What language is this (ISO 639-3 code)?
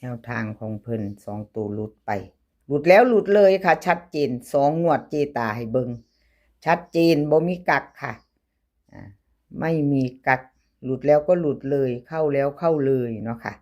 tts